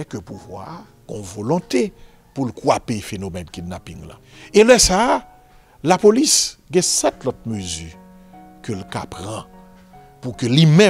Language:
Haitian Creole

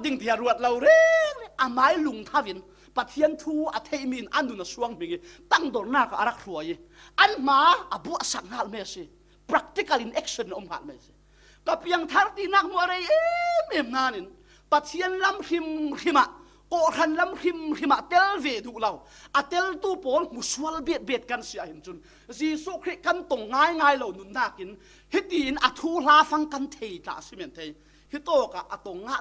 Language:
Falam Chin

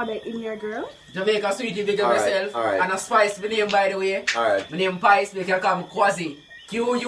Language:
Jamaican Creole English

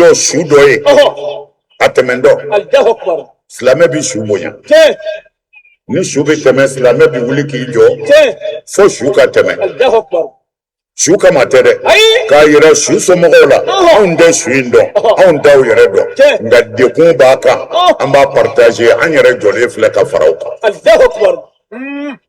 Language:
Bambara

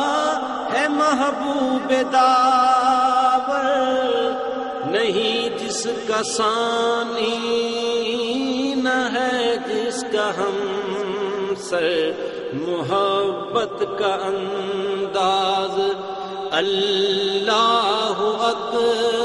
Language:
Urdu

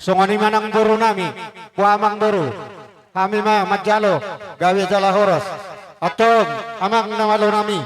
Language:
Batak Toba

